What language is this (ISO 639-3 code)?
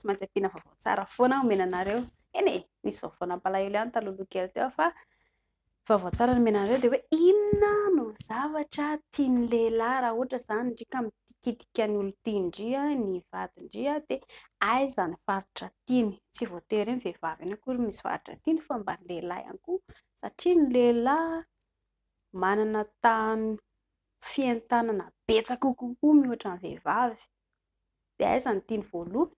mlg